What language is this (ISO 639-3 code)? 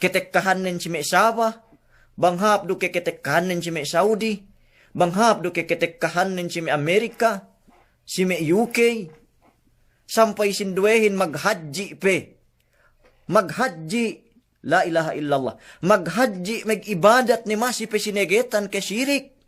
yka